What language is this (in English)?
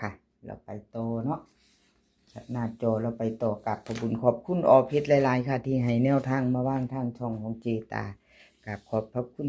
Northeastern Thai